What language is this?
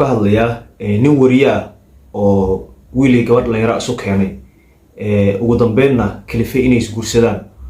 Somali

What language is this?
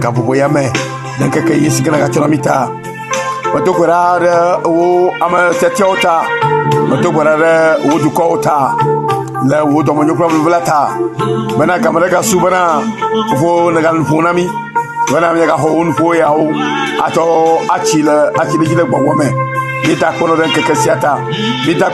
Ewe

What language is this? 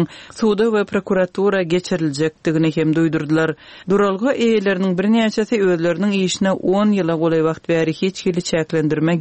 Turkmen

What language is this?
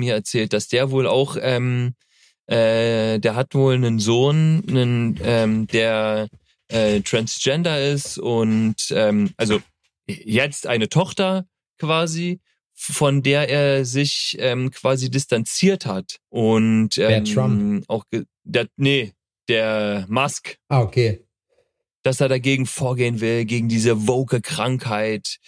German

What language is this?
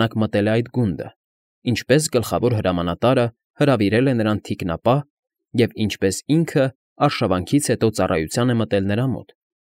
Armenian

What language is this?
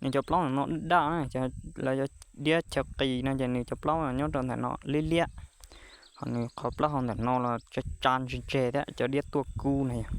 Hmong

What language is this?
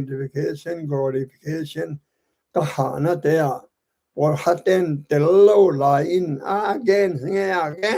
Tedim Chin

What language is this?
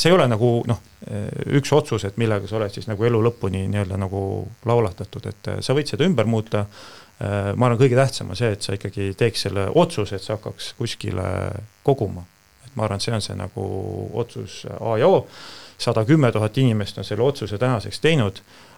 Estonian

